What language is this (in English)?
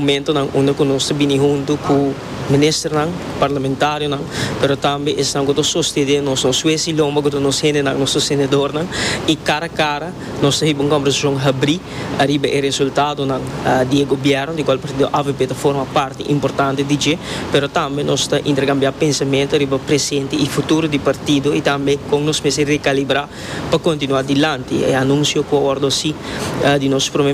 Papiamento